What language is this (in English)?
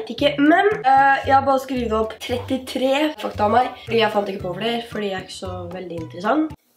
Norwegian